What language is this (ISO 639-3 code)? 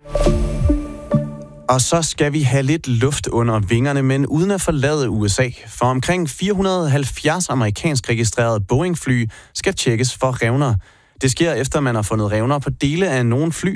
dan